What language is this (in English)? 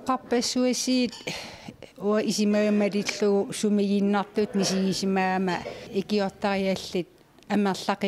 Kalaallisut